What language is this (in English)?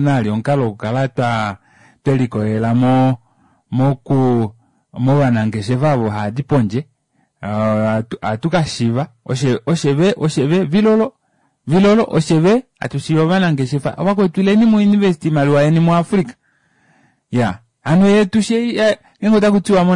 Kuanyama